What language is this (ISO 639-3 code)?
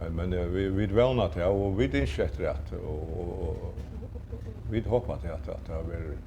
fao